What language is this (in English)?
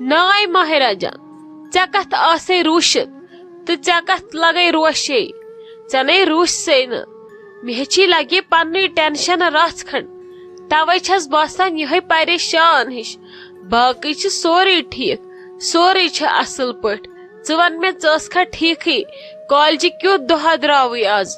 Kashmiri